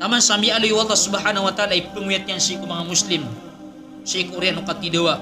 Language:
Maranao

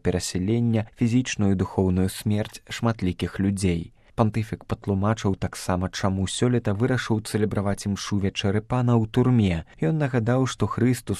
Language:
Belarusian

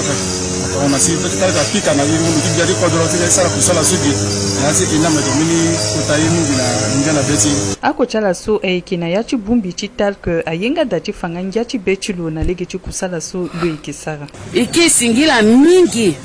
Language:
Sango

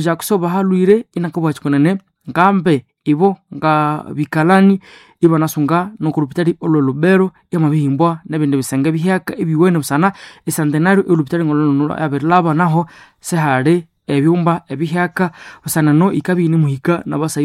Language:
Nande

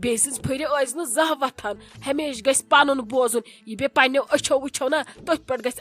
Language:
Kashmiri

